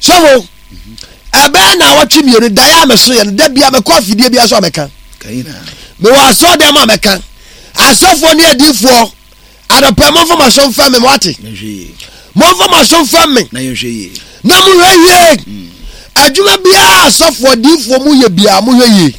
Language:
Akan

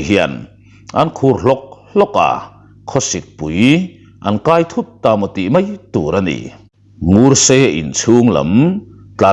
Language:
Mizo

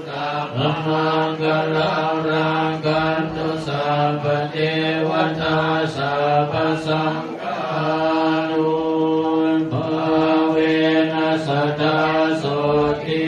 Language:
Pali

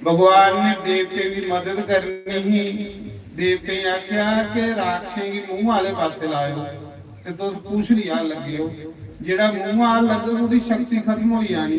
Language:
Dogri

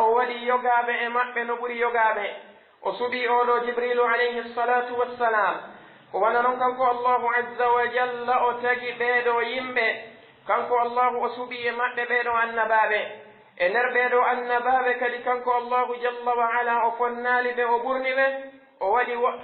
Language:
Pular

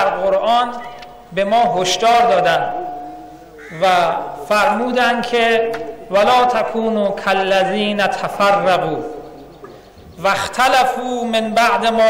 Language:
Persian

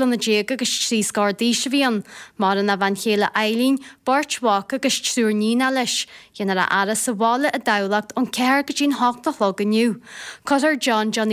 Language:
Irish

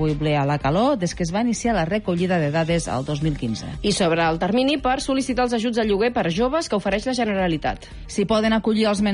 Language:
Catalan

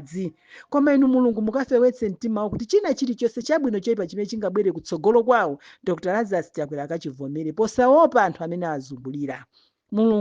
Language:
Nyanja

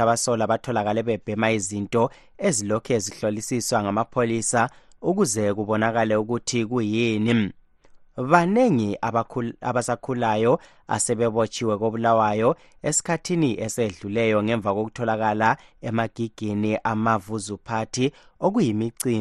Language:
North Ndebele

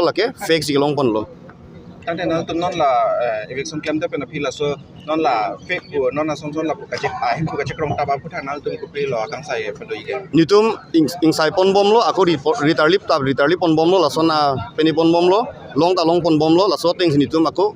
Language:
Karbi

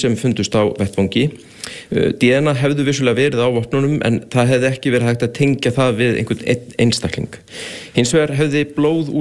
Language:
Icelandic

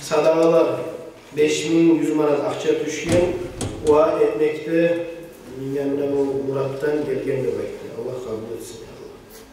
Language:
Kumyk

